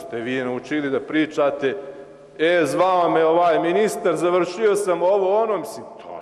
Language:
Serbian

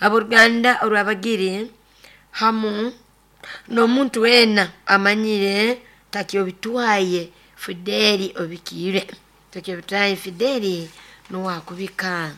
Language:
Nyoro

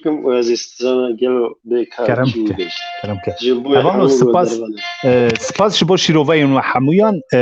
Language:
Kurdish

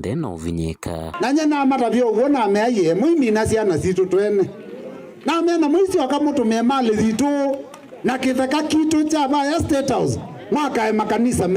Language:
Kamba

